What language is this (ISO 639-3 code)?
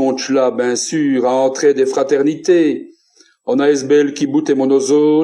wln